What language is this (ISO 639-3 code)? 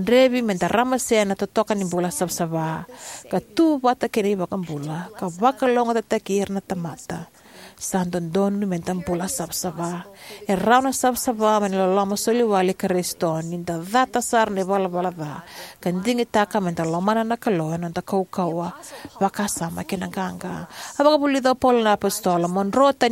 fij